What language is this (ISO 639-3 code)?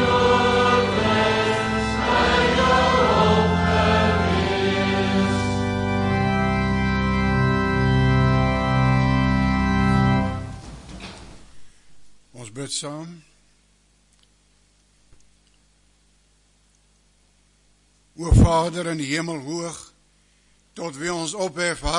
afr